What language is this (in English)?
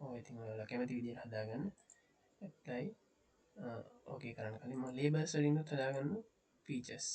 Sinhala